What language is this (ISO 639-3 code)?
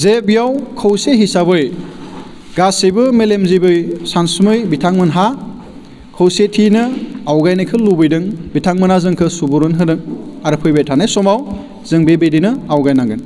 brx